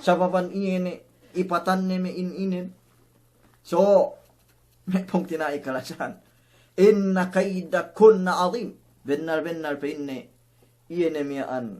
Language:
Yakan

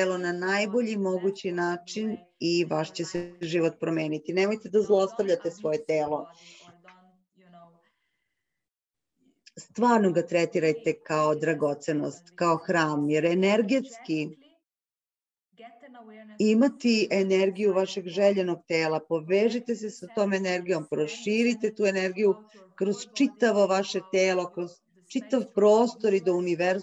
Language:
Serbian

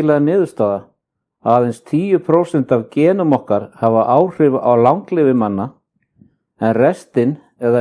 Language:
Icelandic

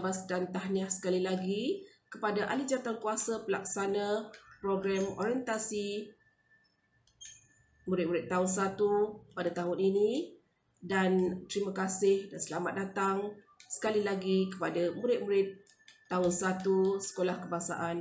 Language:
Malay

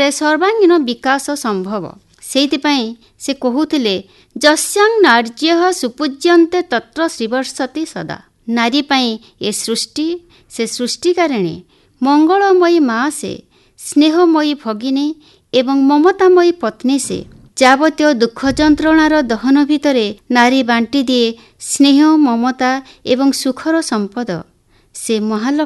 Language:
Odia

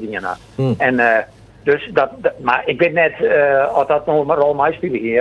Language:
Western Frisian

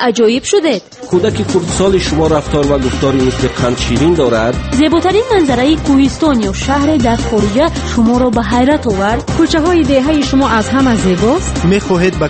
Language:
Persian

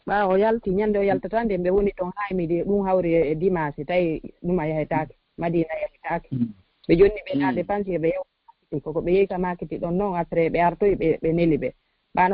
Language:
Fula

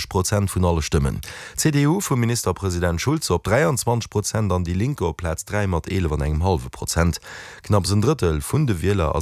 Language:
Luxembourgish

